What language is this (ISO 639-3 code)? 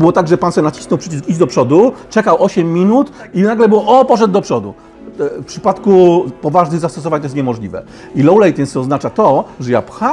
pol